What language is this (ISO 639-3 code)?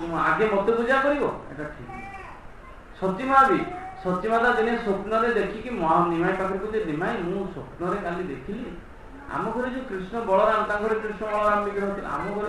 ori